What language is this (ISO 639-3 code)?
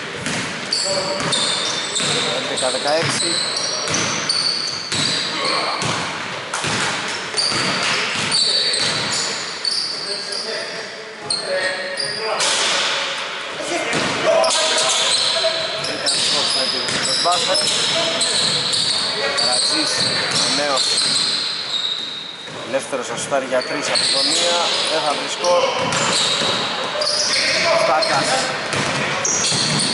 ell